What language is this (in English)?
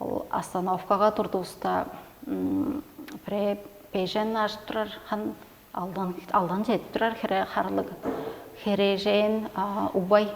Tuvinian